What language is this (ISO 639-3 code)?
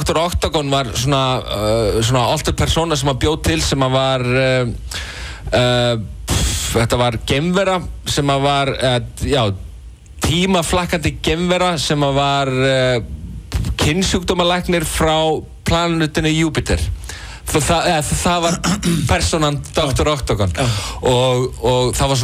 isl